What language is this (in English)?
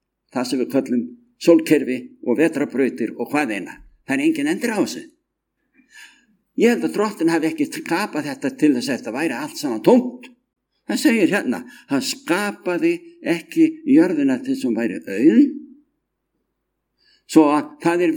Icelandic